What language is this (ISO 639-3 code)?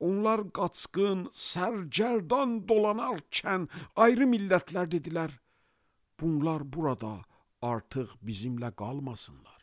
aze